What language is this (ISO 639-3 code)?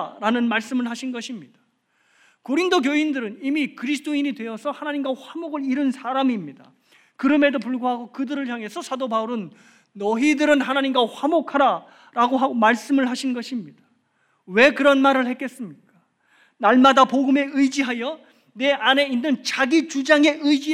kor